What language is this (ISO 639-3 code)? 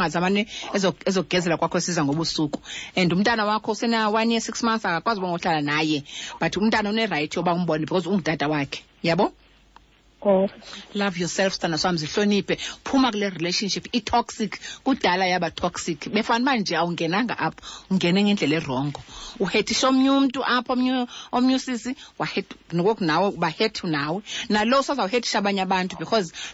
xho